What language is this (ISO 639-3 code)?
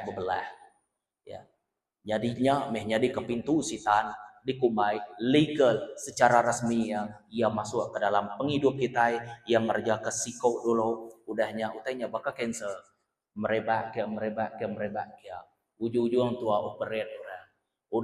iba